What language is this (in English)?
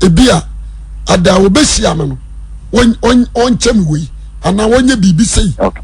Akan